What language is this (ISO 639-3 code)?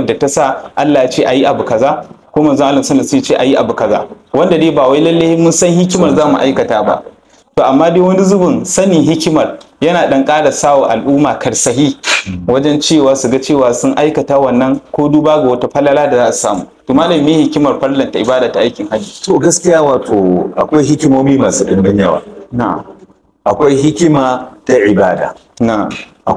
hau